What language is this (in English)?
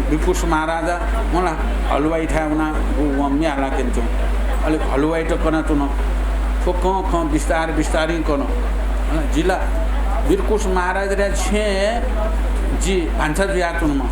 Newari